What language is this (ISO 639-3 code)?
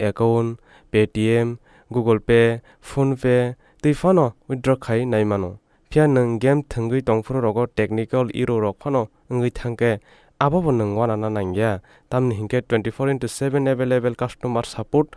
trp